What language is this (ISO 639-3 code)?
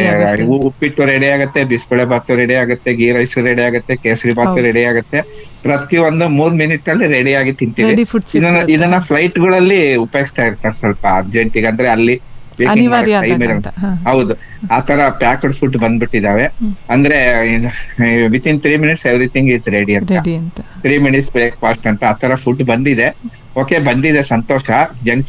kan